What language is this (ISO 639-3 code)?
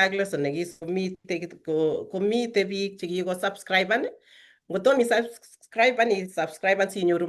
kln